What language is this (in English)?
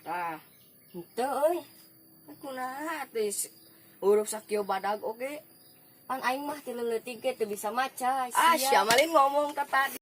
Sundanese